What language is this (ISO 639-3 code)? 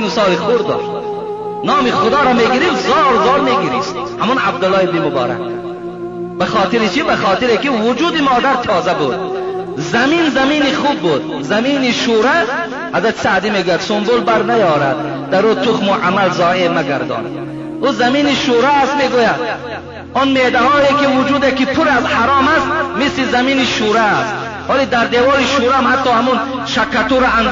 tgk